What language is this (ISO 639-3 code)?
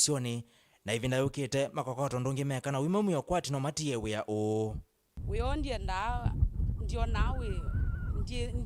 kam